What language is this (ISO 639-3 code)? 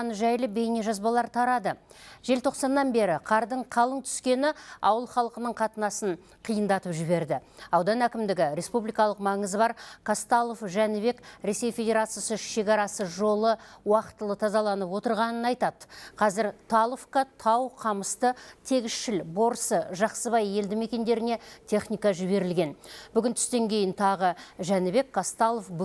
kaz